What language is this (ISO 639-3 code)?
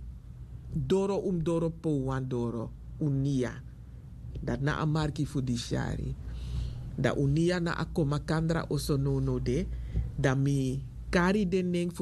srn